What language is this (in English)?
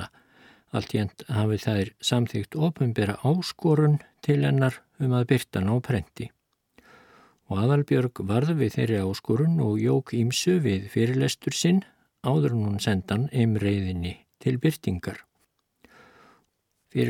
Icelandic